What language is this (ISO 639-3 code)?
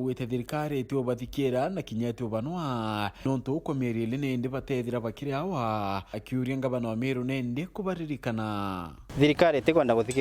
mer